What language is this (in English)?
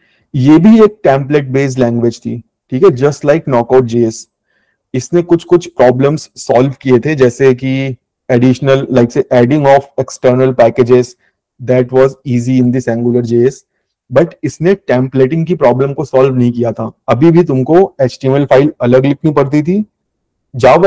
Hindi